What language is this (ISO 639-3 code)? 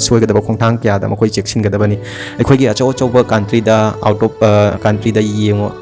mni